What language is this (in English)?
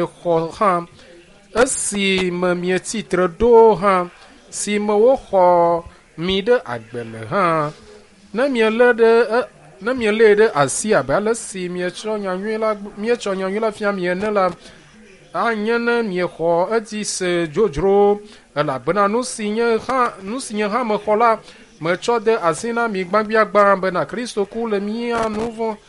Ewe